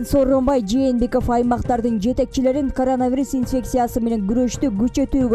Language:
Kyrgyz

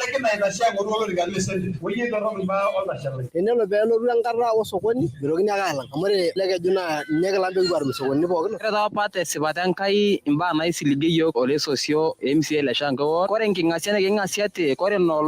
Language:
Masai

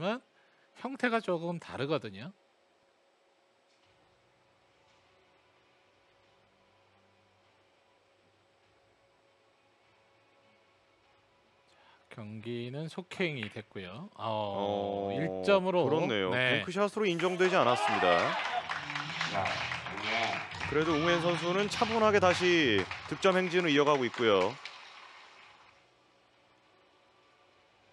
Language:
Korean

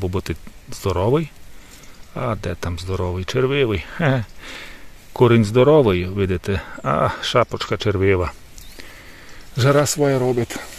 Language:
Ukrainian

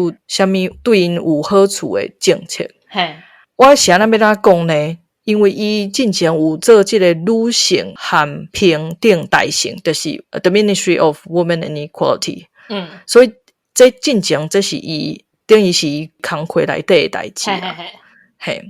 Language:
Min Nan Chinese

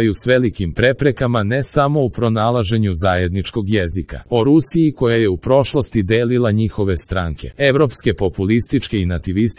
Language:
Serbian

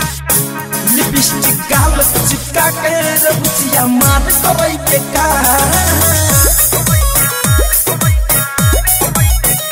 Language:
Bhojpuri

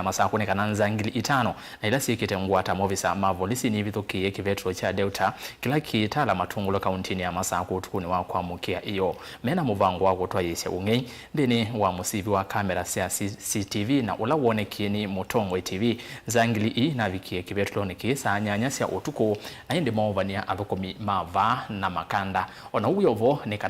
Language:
Kamba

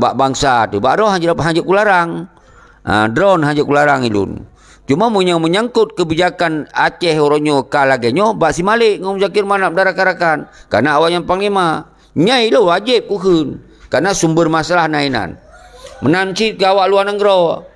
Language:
Achinese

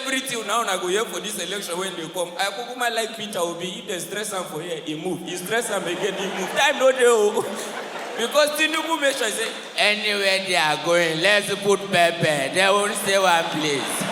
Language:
Nigerian Pidgin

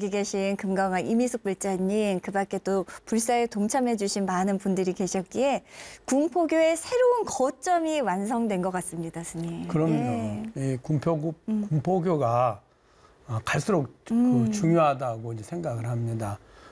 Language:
Korean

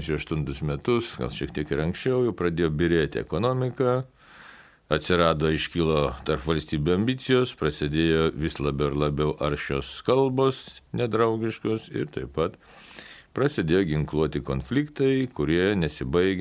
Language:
Lithuanian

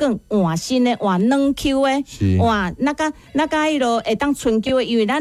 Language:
Min Nan Chinese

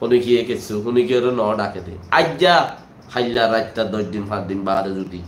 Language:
Rohingya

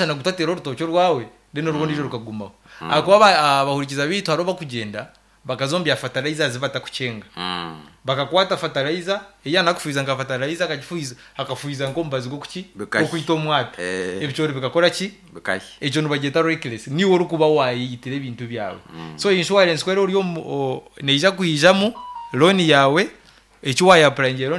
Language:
Nyankole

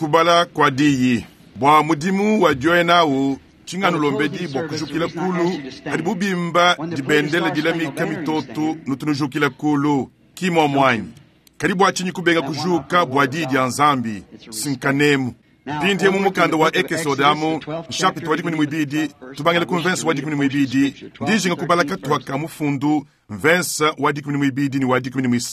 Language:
Luba-Lulua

